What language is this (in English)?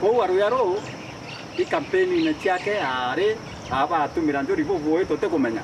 Meru